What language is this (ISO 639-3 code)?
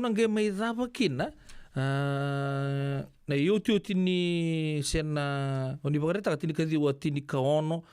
fij